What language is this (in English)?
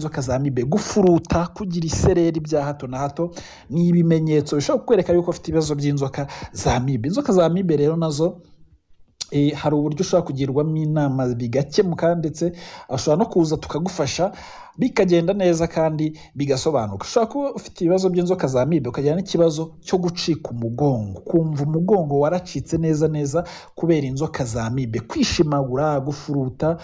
Kinyarwanda